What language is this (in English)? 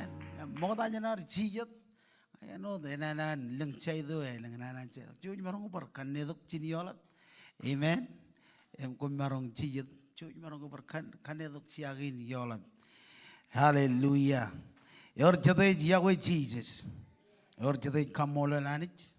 Marshallese